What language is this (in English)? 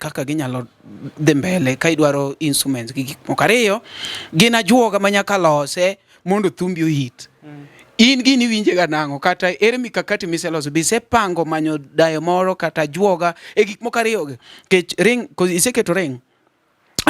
Luo (Kenya and Tanzania)